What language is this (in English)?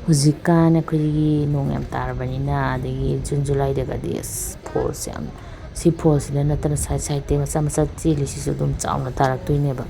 Manipuri